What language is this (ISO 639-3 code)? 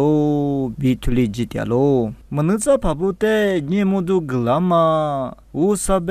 lis